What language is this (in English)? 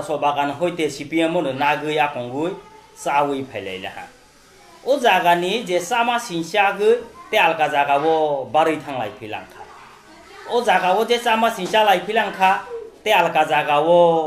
Kok Borok